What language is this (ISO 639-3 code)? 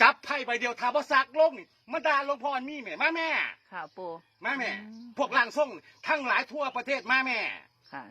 tts